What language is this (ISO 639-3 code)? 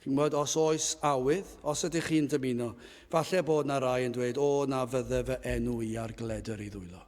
cym